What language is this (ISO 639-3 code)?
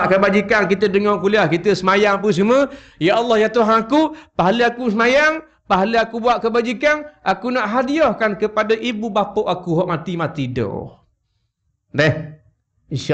msa